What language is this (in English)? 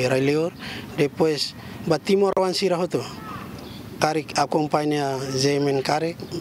Tetum